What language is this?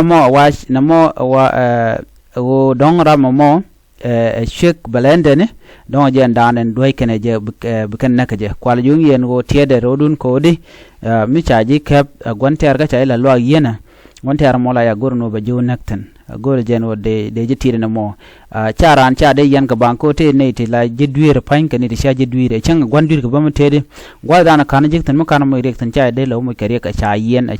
Nuer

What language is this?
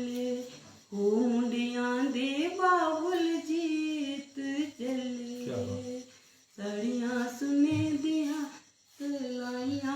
Dogri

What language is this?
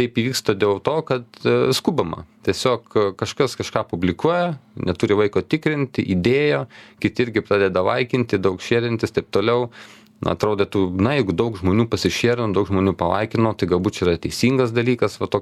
Lithuanian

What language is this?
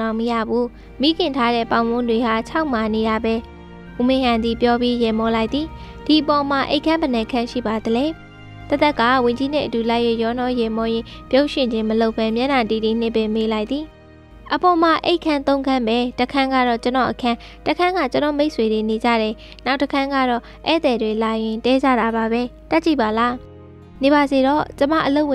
Burmese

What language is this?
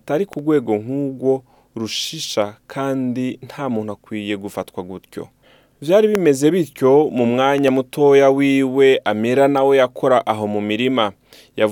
Rundi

